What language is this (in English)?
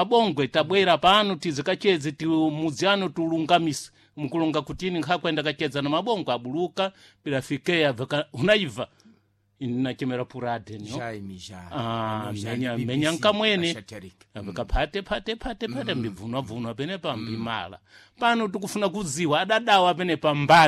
Sena